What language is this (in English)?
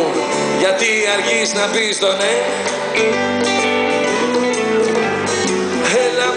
Greek